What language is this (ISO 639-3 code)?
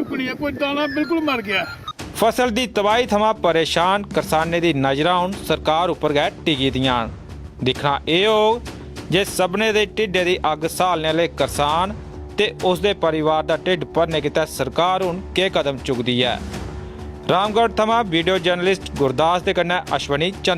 doi